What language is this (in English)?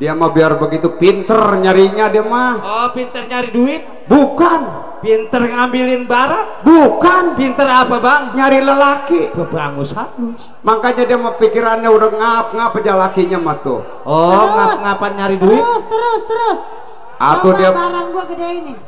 Betawi